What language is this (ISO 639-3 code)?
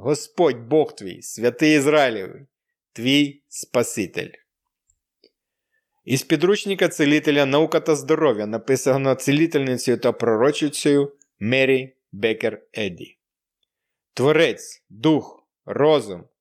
ukr